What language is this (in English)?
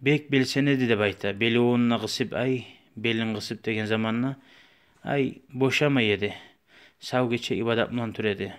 Kumyk